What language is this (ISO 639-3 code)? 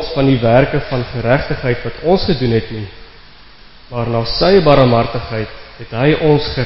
afr